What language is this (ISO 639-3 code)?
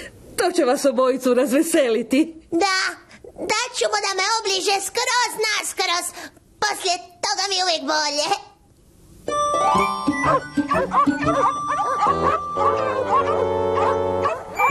hrv